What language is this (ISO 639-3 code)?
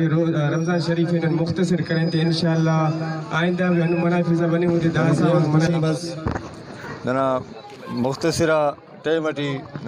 brh